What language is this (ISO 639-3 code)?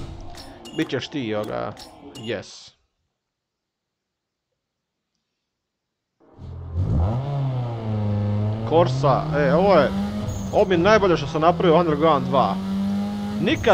hrv